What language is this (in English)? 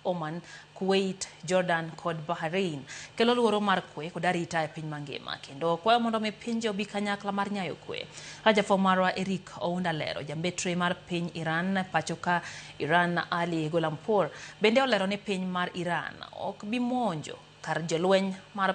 Luo (Kenya and Tanzania)